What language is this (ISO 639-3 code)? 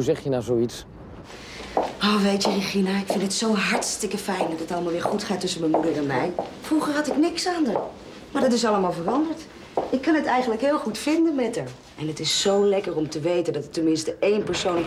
nld